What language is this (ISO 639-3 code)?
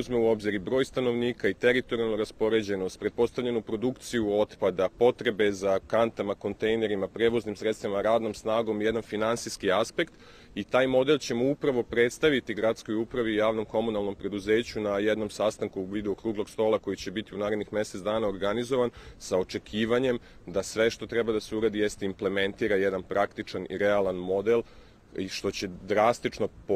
srp